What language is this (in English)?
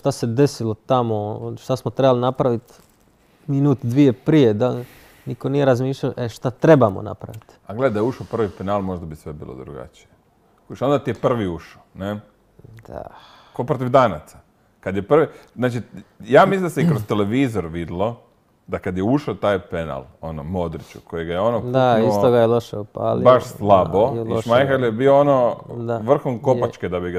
Croatian